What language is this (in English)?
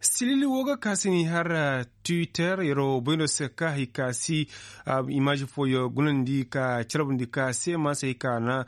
Koyraboro Senni